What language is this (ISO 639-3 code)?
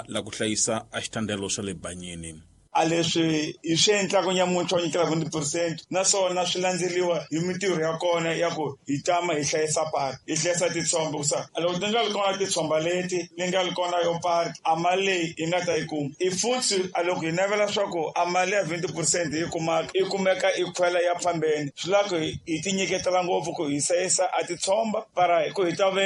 tso